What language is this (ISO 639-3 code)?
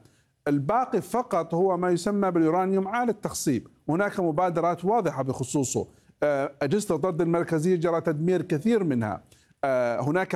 ara